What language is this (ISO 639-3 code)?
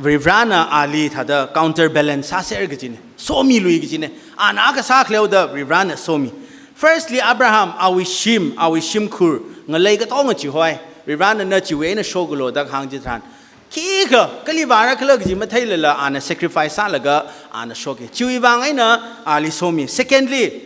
nmf